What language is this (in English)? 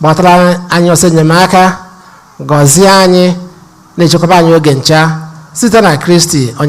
Igbo